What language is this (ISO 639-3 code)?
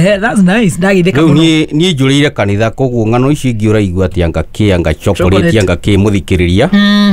kik